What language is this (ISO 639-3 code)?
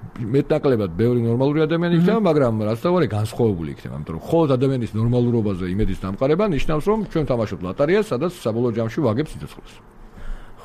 kat